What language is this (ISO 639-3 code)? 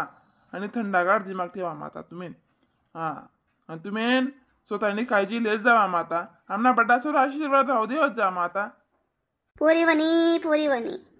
khn